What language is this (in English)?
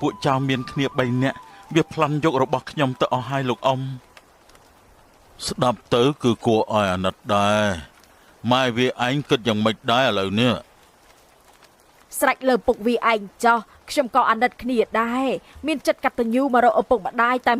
Khmer